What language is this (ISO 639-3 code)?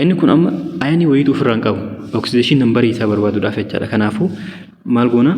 orm